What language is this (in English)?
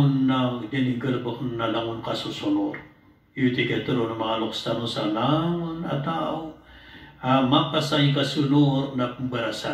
Maranao